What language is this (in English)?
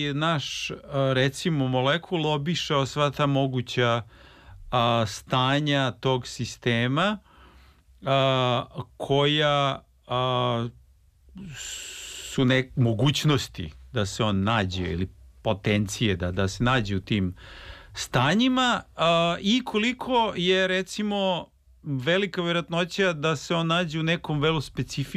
Serbian